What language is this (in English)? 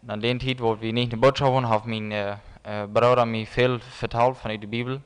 Plautdietsch